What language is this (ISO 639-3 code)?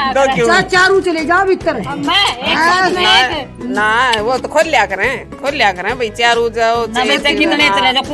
bgc